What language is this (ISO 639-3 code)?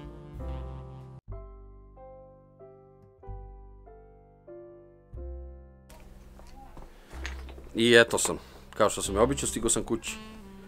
hrv